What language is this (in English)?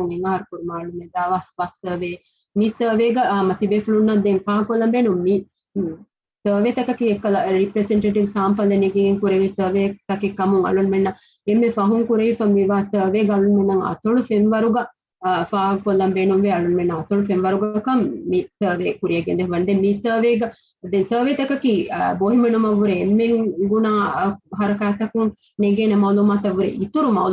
Divehi